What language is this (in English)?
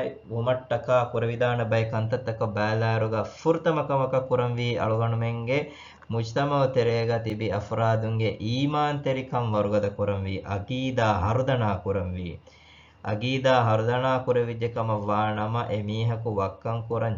Divehi